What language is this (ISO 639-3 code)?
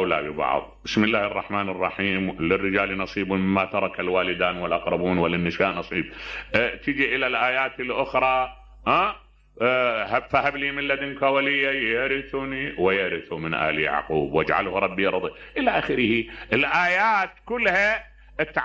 acm